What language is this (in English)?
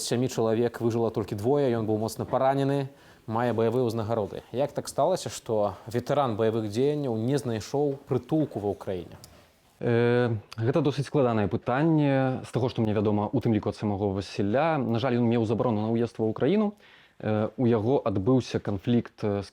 Belarusian